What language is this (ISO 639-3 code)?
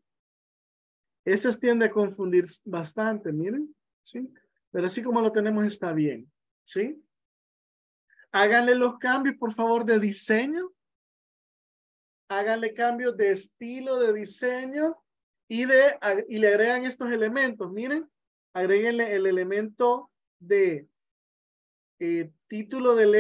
spa